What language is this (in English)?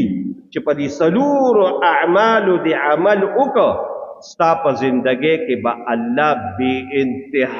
Pashto